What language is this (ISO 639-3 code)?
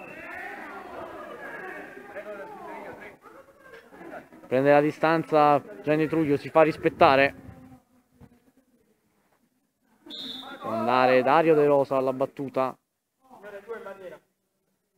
ita